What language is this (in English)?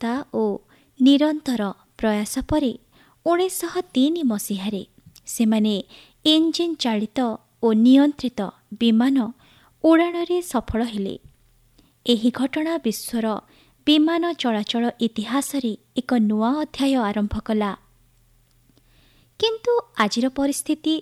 Odia